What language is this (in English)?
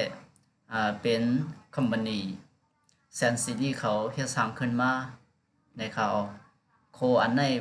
Shan